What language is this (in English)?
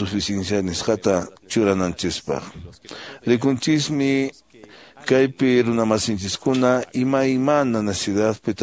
Quechua